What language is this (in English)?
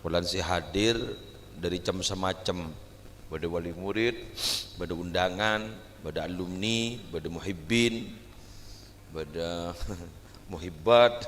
Madurese